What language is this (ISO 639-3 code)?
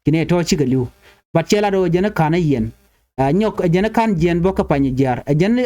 nus